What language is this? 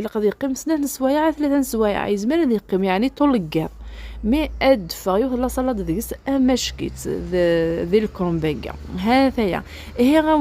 Kabyle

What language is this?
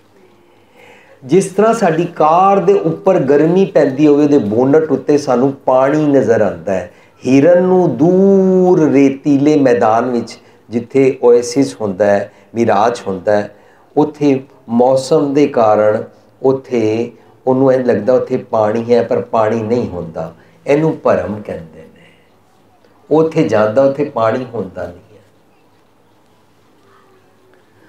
Punjabi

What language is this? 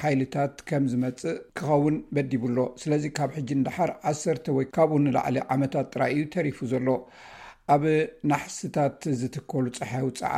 Tigrinya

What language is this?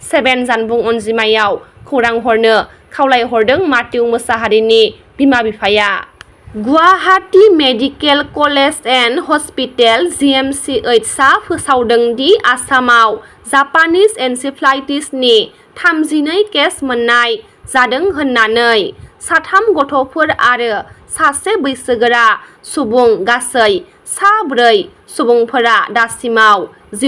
Bodo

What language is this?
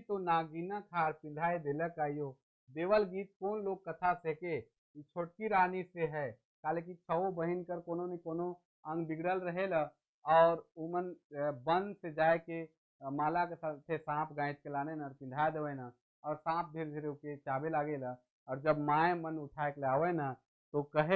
Sadri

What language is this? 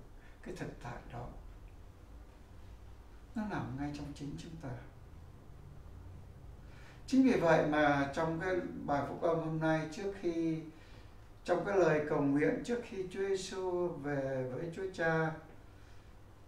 Vietnamese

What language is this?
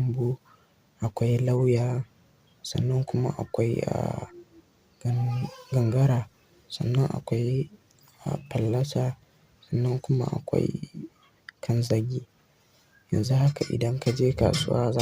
Hausa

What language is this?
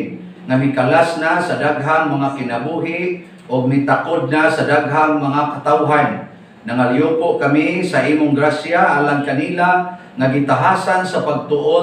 Cebuano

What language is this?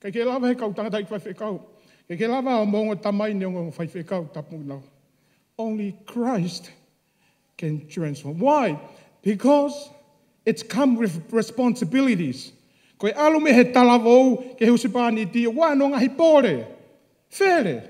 Tongan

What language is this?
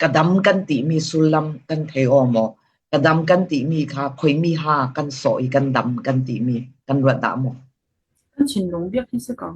Falam Chin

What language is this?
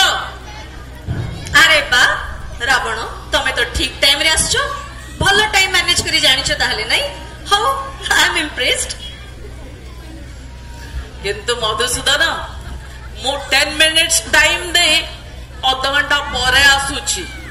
Odia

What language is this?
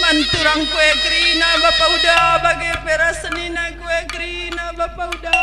Batak Karo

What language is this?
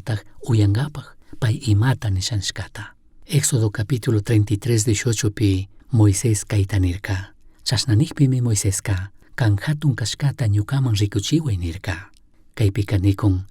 Chimborazo Highland Quichua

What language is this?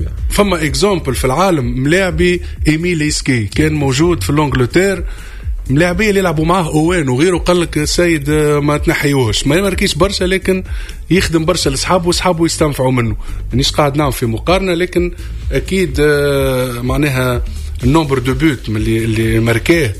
Tunisian Arabic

